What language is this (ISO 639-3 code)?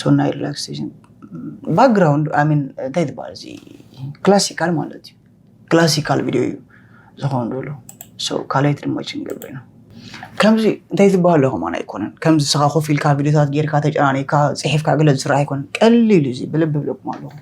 tir